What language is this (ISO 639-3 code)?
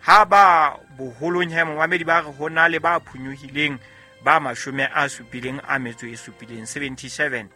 sot